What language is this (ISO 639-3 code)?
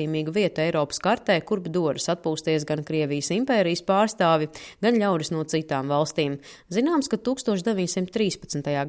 lav